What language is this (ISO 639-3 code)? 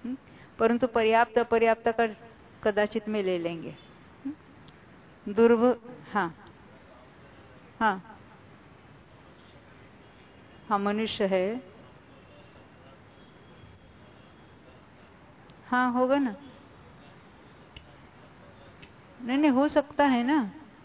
hin